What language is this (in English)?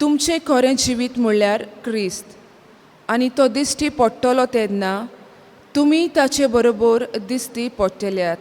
Konkani